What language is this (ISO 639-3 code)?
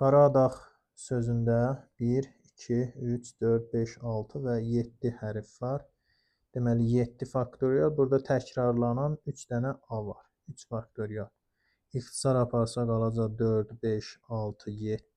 aze